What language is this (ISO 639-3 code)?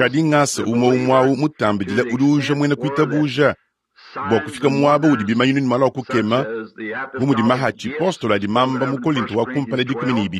lua